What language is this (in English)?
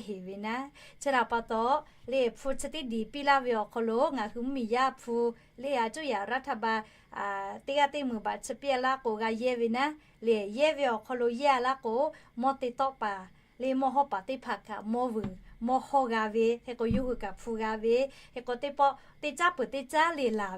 Lahu